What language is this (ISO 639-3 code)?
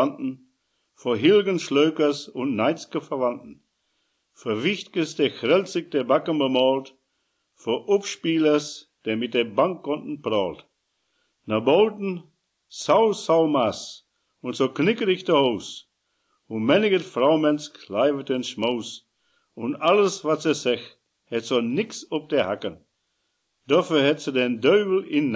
wep